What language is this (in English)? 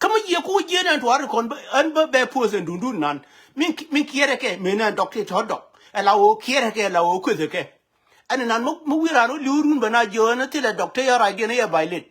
Nuer